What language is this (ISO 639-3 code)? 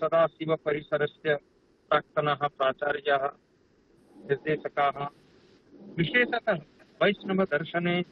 san